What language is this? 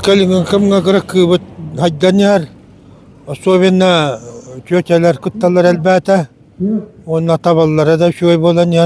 Yakut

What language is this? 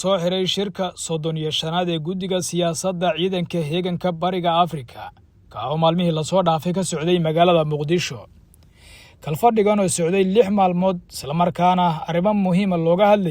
Somali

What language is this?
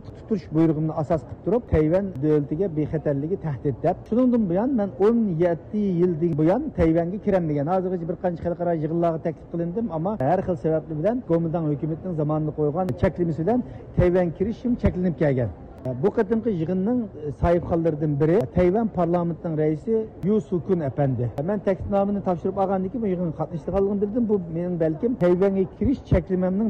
Uyghur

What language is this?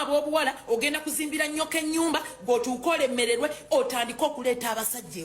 Ganda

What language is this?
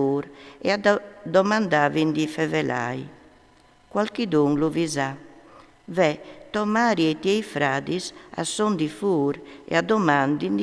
Friulian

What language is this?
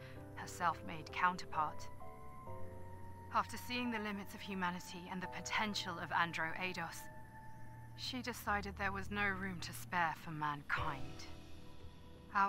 English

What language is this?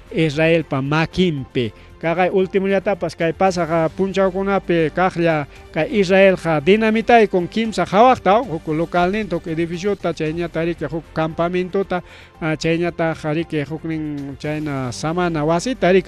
Ayacucho Quechua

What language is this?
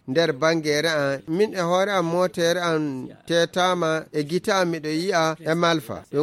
Fula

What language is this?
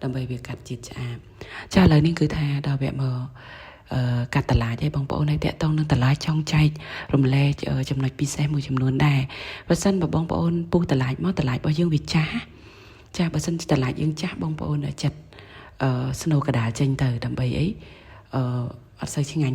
Khmer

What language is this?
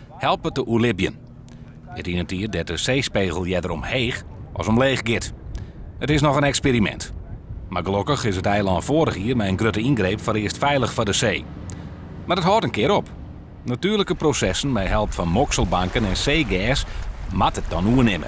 Western Frisian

